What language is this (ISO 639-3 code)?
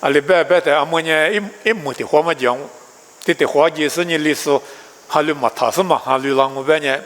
lis